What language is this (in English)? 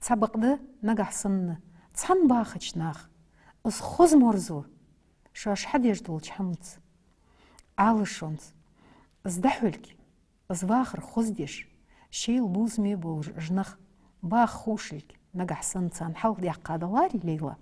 Ingush